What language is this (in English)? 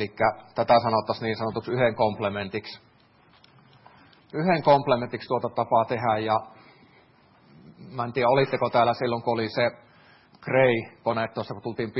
Finnish